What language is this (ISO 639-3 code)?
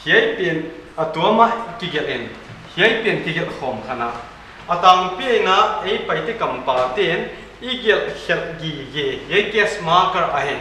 pck